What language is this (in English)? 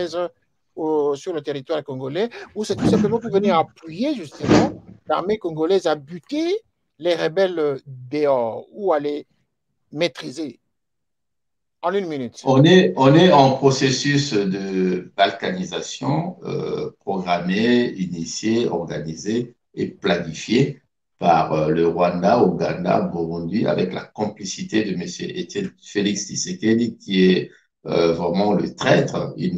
French